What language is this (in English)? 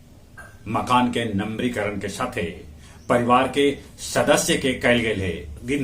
Magahi